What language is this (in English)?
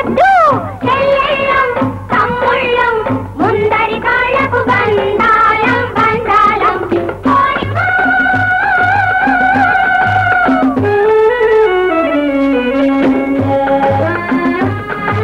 Telugu